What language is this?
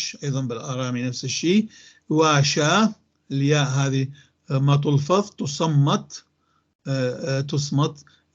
North Levantine Arabic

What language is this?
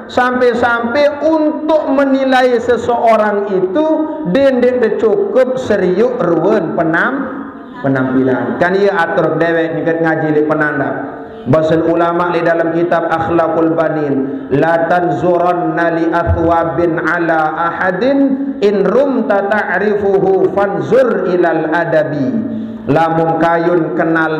Sasak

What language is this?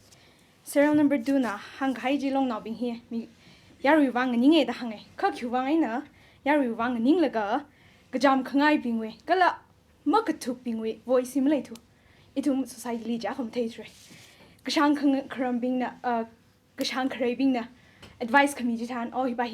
Tangkhul Naga (India)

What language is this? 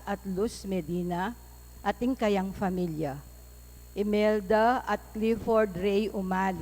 Pampanga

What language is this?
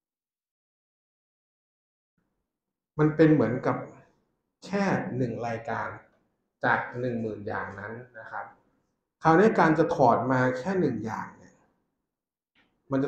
Thai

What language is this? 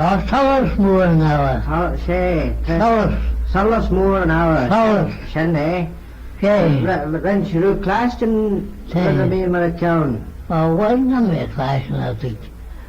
Manx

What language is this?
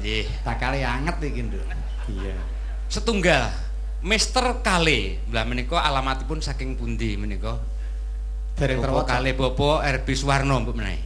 Javanese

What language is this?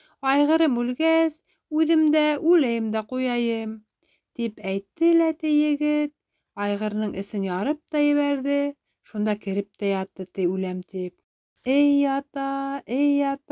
Bashkir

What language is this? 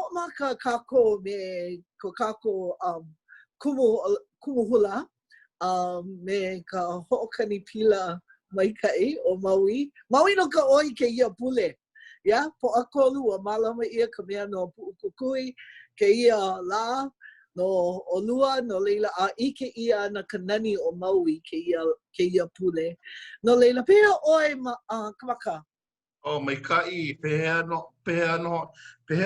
Hawaiian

